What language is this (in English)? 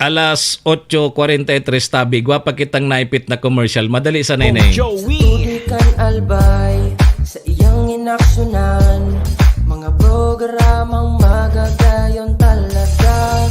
Bikol